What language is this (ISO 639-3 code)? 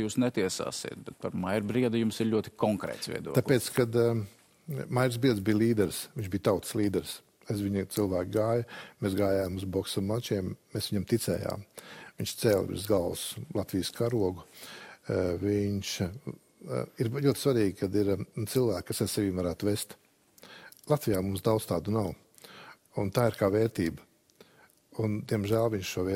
lav